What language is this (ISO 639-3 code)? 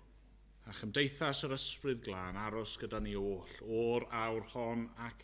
cym